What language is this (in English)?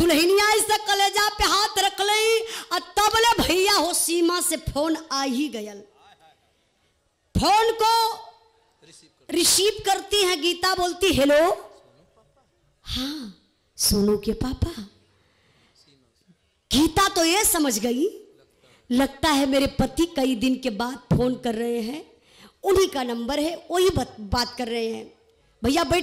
Bhojpuri